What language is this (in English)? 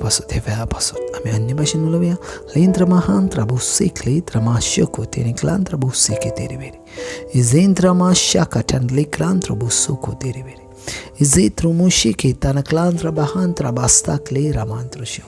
Konkani